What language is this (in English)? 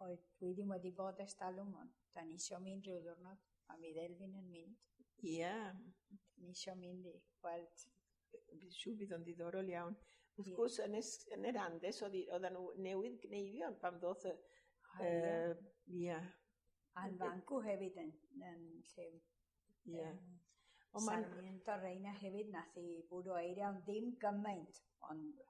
Welsh